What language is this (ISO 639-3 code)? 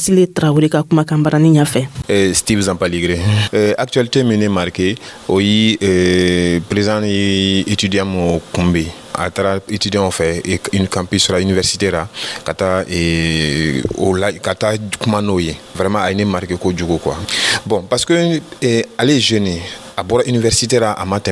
dyu